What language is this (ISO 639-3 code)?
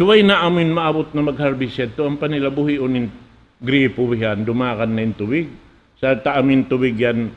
tsg